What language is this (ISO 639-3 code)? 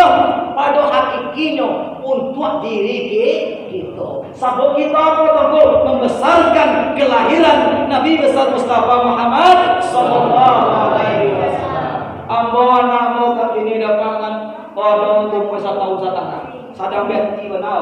min